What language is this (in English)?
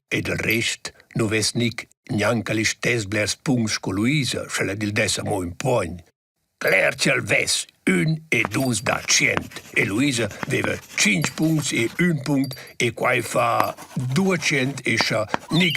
Romansh